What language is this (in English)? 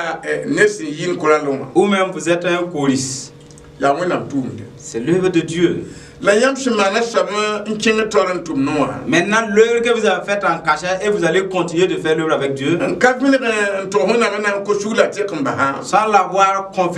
Mossi